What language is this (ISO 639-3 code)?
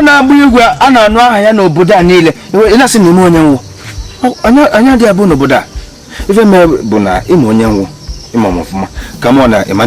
ibo